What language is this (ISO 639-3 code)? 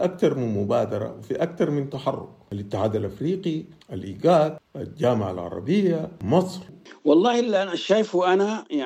apd